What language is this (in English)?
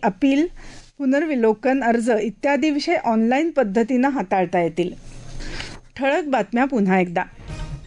Marathi